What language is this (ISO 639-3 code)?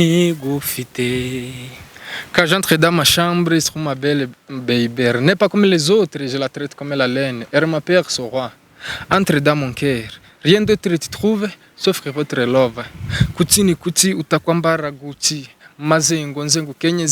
kin